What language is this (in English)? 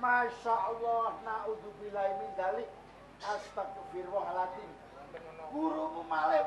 Javanese